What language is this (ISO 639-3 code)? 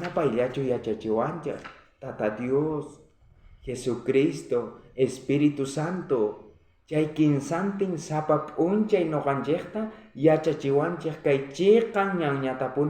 quh